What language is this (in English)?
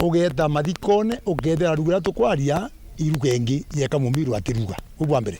Meru